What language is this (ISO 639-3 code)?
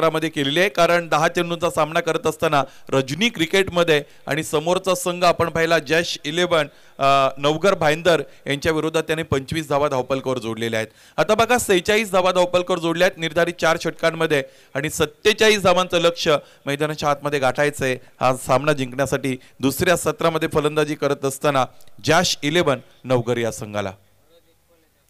mar